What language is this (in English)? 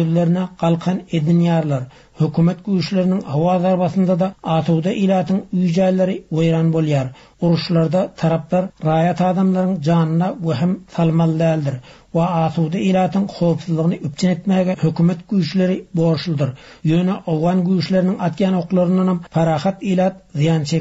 Turkmen